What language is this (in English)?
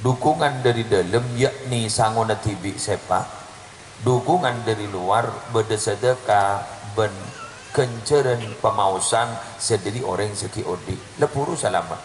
Madurese